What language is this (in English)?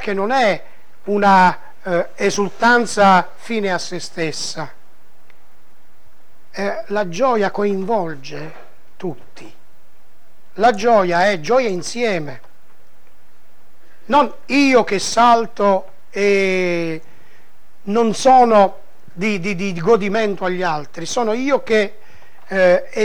Italian